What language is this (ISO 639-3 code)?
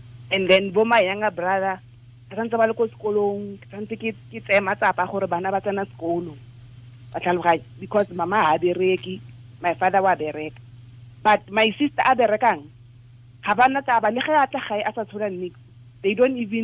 tsn